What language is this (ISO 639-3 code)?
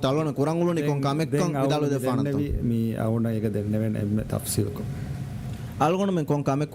div